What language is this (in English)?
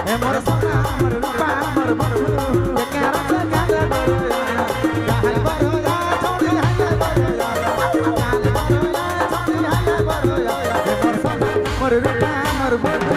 Sadri